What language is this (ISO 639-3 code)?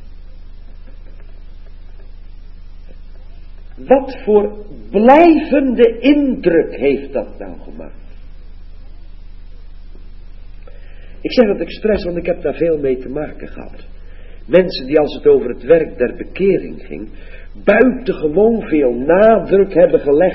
nld